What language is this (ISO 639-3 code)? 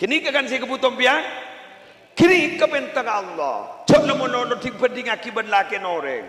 mad